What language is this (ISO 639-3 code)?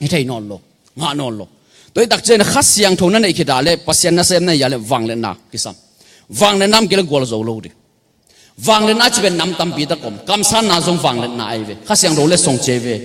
ctd